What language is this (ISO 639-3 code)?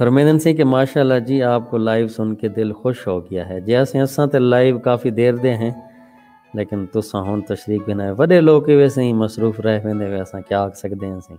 skr